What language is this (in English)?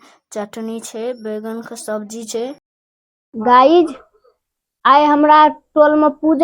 Maithili